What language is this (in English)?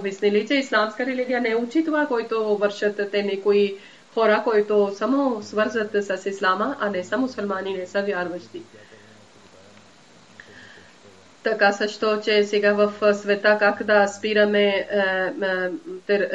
Bulgarian